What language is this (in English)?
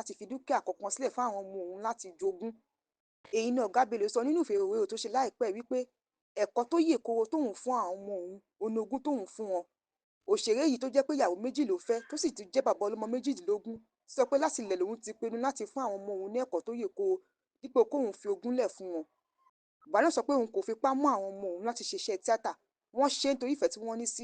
Yoruba